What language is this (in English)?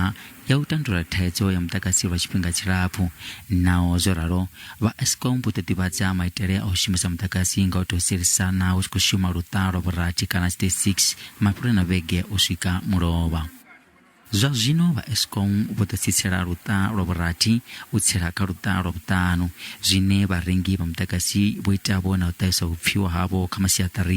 Venda